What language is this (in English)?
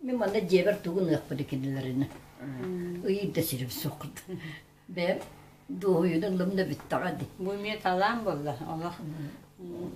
Yakut